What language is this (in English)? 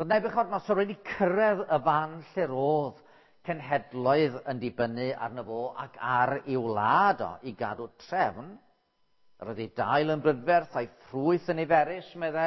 Welsh